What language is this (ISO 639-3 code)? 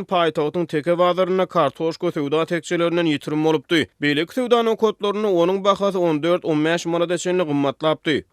tuk